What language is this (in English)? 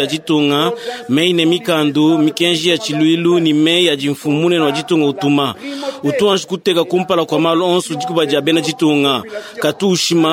Luba-Lulua